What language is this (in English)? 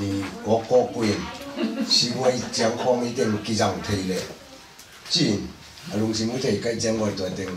Tedim Chin